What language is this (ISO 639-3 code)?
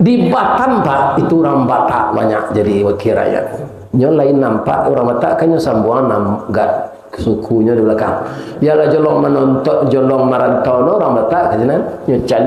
min